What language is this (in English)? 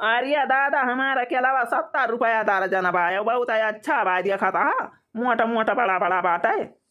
Awadhi